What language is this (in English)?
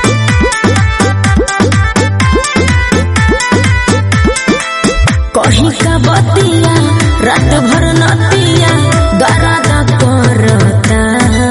Bhojpuri